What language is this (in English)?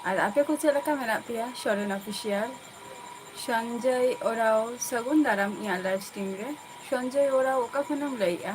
Santali